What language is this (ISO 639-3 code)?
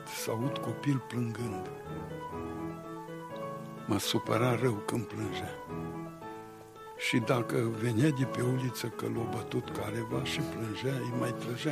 ron